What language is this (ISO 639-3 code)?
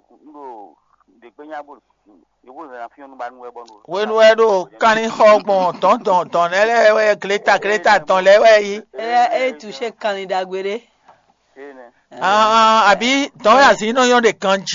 fon